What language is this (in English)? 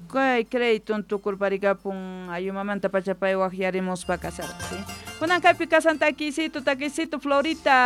Quechua